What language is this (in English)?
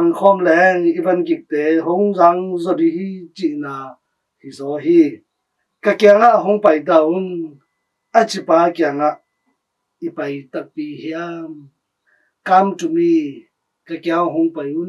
Tedim Chin